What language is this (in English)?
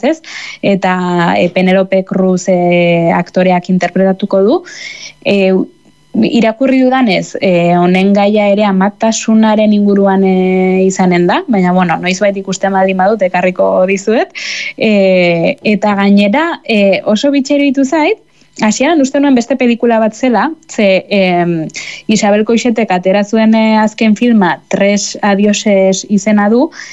Basque